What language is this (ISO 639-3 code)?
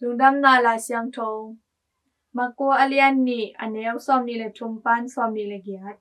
ctd